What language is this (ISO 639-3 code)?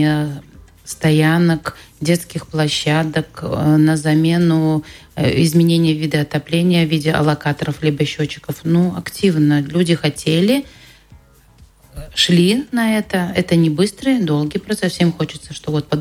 rus